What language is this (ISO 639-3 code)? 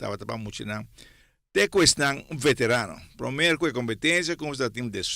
pap